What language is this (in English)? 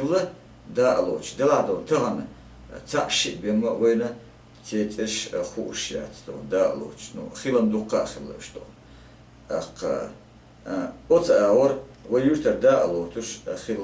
Chechen